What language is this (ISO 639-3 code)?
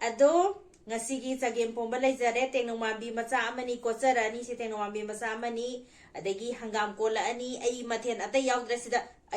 mni